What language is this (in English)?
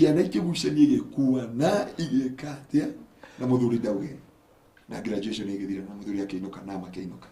Kikuyu